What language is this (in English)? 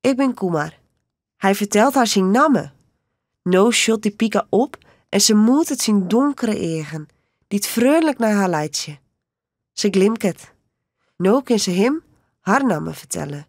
Western Frisian